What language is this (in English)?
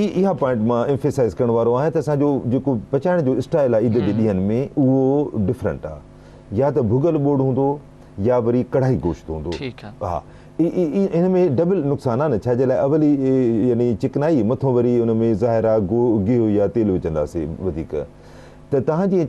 Sindhi